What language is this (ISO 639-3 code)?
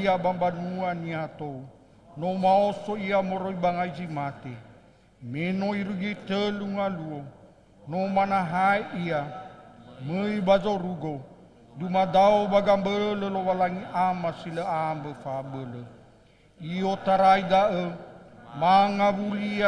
nia